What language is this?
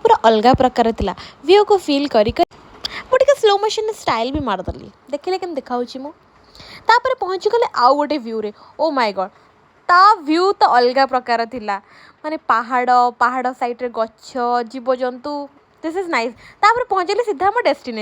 Odia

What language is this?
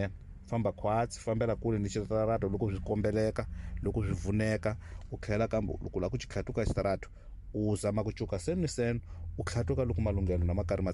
Tsonga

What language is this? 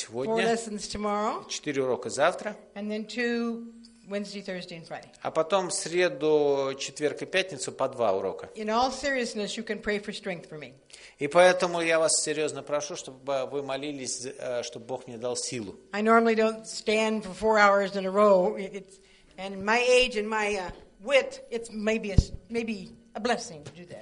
Russian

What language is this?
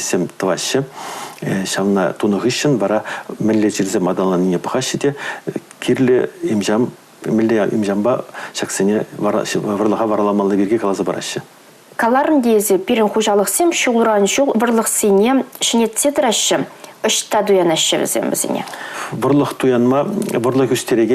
Chuvash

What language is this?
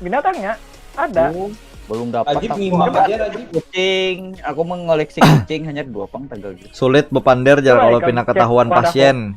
Banjar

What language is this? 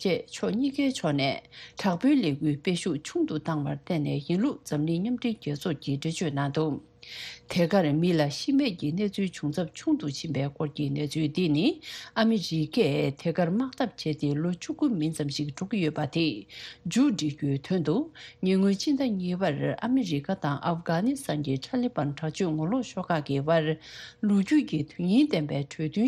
Tibetan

